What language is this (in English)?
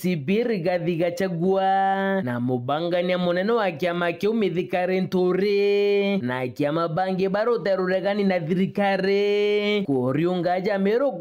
Meru